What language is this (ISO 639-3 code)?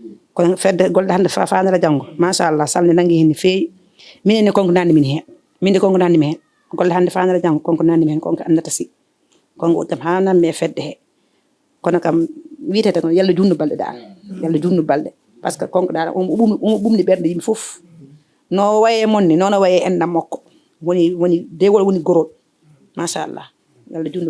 ful